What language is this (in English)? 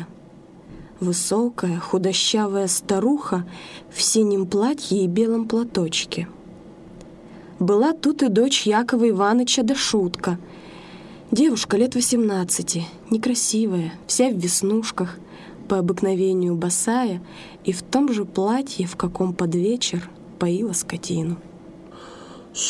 Russian